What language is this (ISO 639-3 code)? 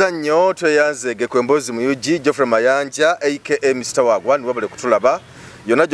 lug